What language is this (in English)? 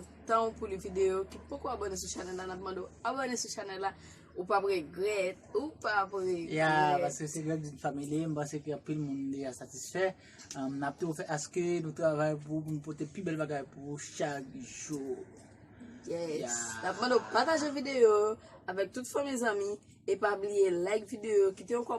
Haitian Creole